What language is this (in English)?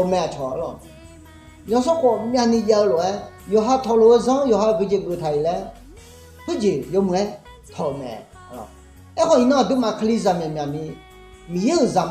Akha